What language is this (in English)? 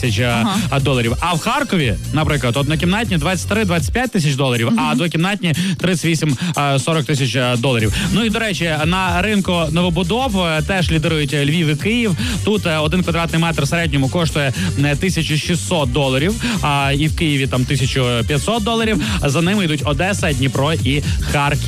Ukrainian